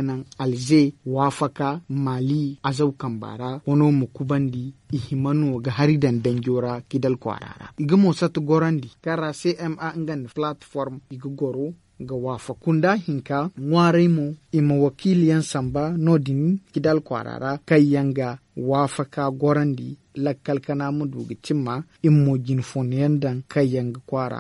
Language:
Zarma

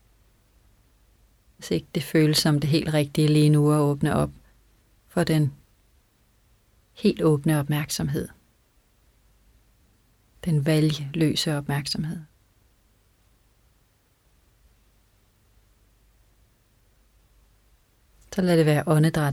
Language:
Danish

